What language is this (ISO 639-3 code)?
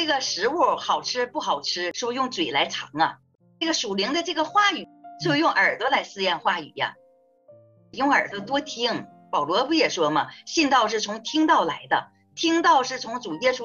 zho